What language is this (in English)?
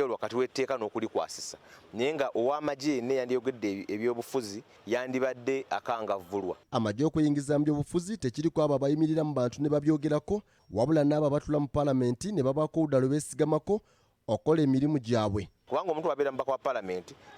Ganda